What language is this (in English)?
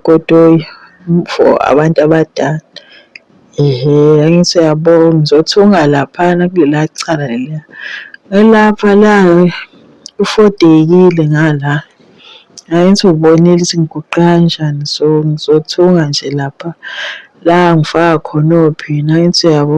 Zulu